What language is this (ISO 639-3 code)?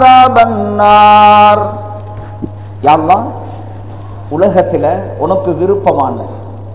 tam